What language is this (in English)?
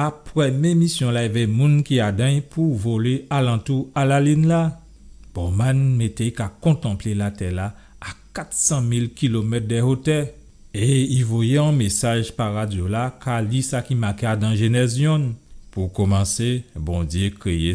Guadeloupean Creole French